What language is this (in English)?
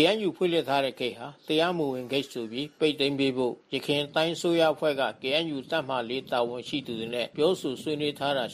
Burmese